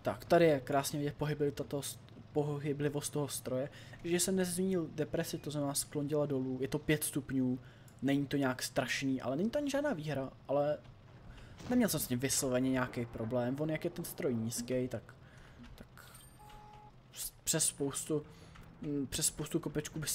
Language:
Czech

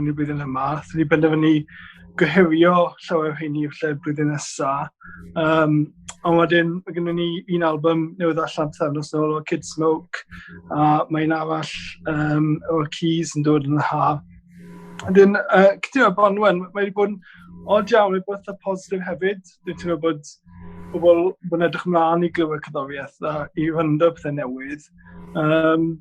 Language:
Welsh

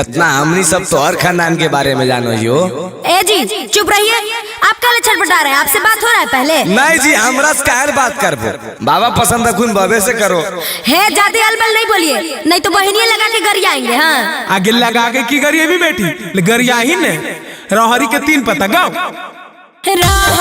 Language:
Magahi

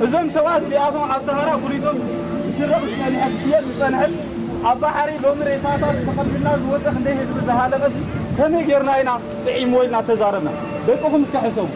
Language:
Tigrinya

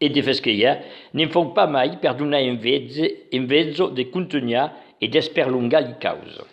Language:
Occitan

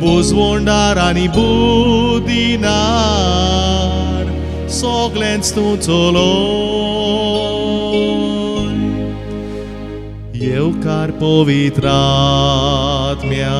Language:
Konkani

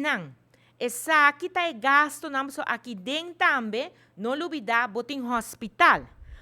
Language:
Papiamento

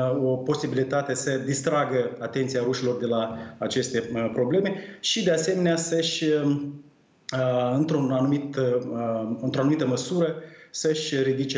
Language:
Romanian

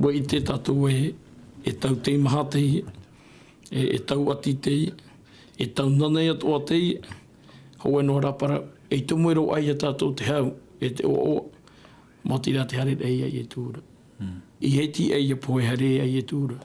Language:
Tahitian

